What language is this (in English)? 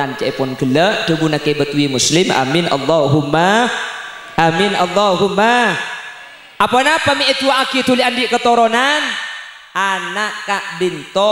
Madurese